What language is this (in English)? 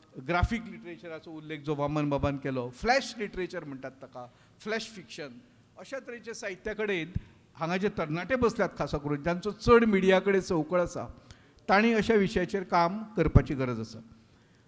Konkani